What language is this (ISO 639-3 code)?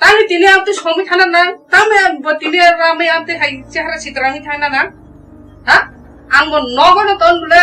trp